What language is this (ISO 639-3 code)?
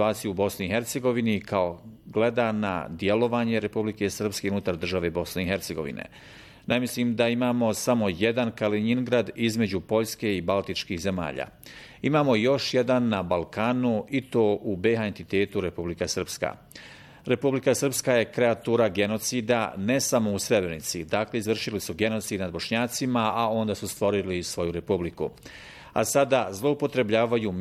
bos